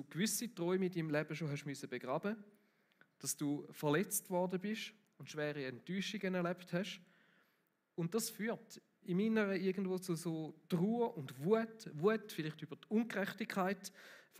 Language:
Swiss German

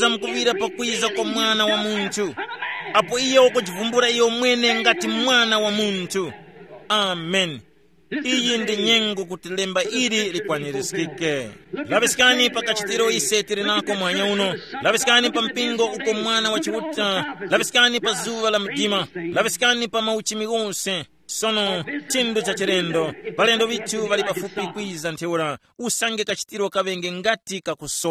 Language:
Tumbuka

